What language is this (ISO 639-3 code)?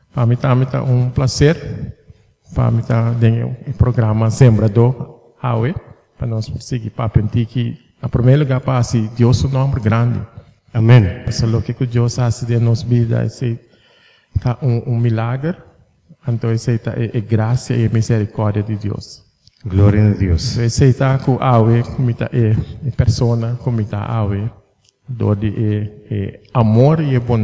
pap